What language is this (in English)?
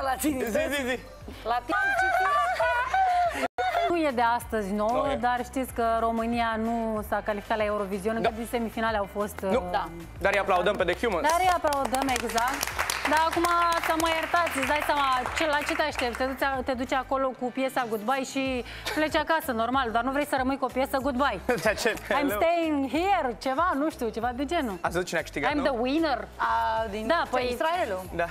Romanian